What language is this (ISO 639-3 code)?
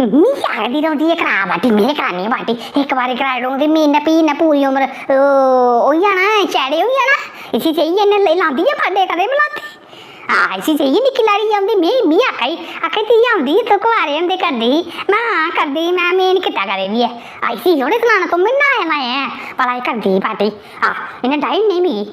doi